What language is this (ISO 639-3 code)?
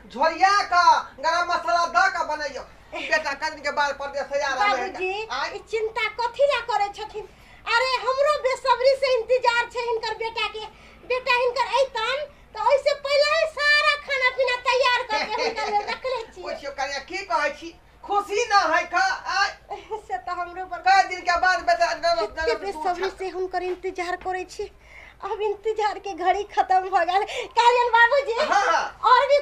mai